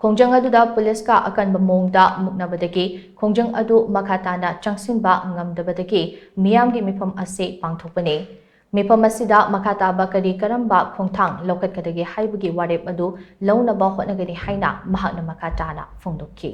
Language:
Manipuri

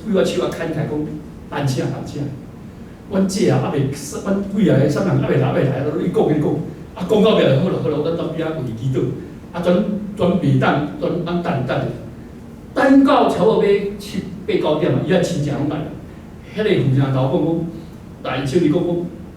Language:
Min Nan Chinese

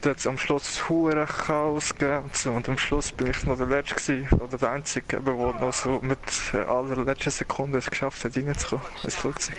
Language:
Swiss German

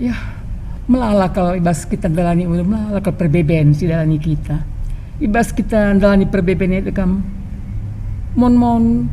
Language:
Batak Karo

